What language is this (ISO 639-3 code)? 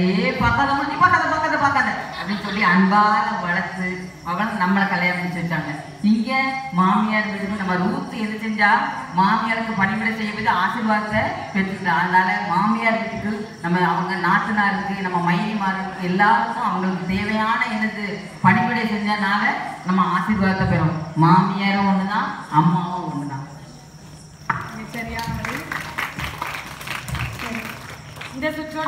tam